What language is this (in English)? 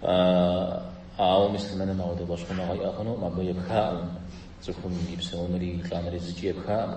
Kabardian